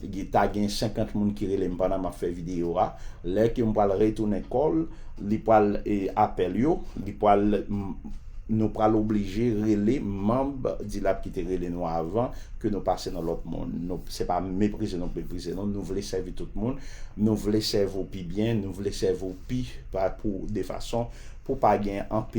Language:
Haitian Creole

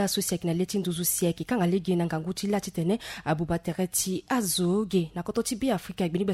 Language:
Sango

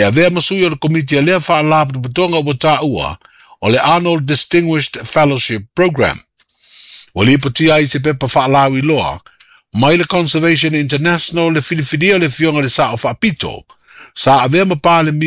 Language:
Samoan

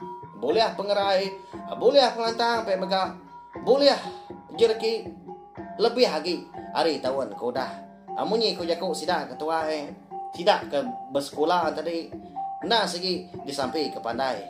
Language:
Iban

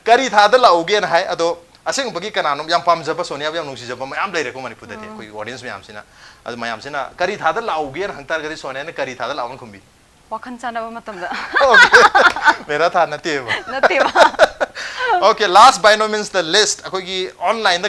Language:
Manipuri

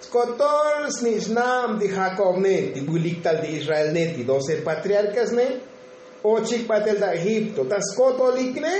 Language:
Tzotzil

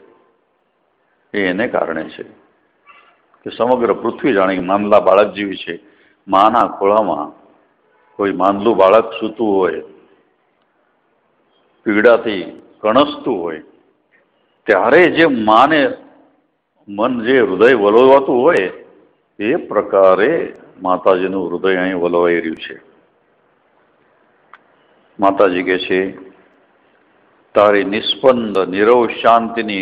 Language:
Gujarati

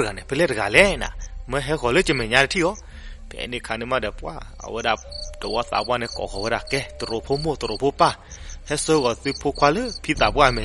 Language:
S'gaw Karen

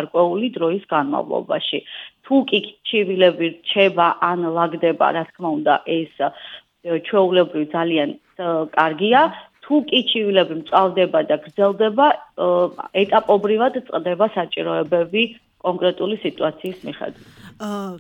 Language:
Georgian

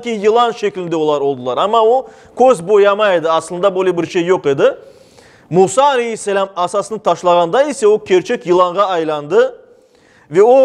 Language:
Crimean Tatar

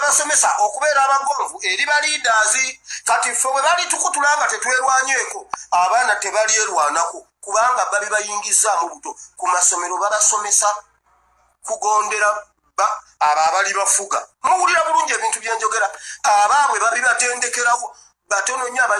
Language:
Ganda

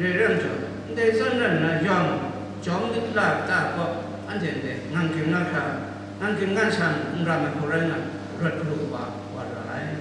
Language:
Kachin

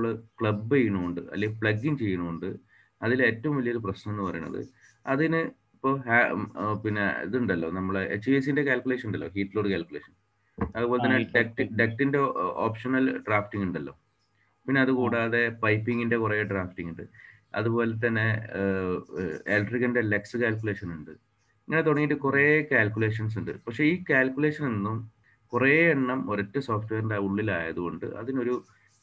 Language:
Malayalam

